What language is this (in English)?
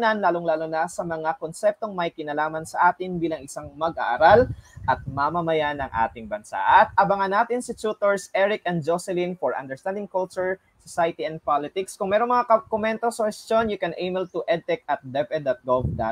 Filipino